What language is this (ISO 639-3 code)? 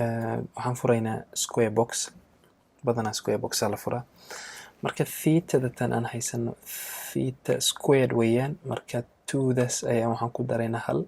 som